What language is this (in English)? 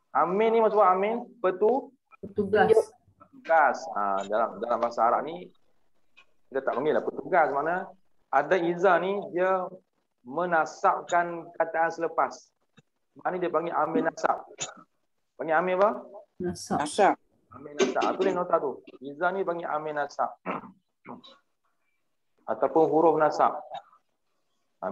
Malay